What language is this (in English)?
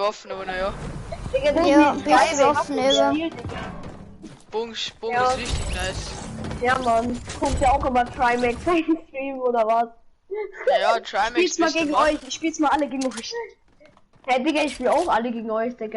Bavarian